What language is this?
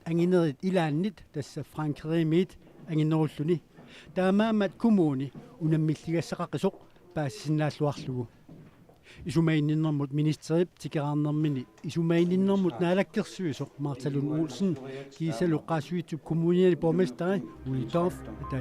Kalaallisut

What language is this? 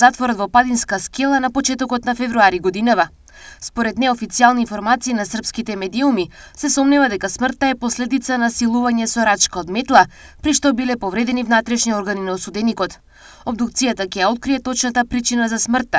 Macedonian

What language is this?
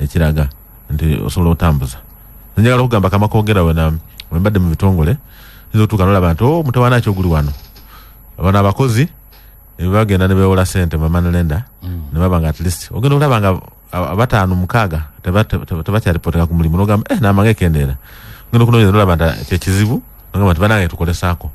Ganda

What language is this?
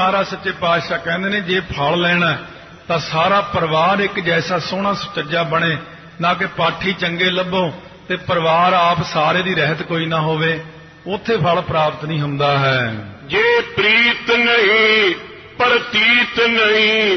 Punjabi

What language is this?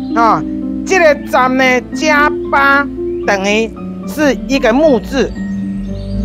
Min Nan Chinese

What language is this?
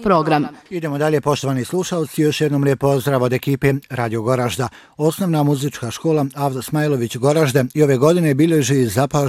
Bosnian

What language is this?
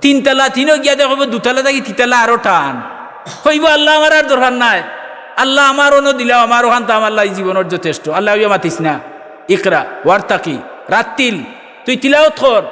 Sylheti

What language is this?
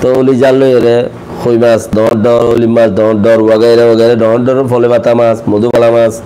Rohingya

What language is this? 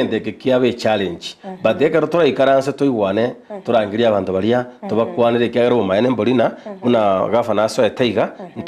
Gusii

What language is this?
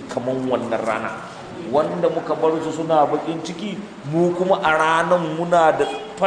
Hausa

